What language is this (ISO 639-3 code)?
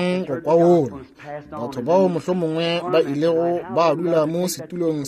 nso